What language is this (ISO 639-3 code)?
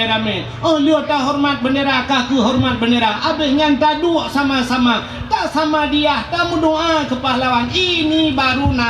ace